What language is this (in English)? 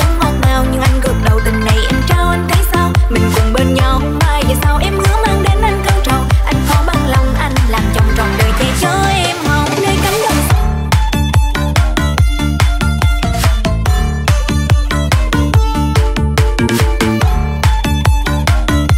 Vietnamese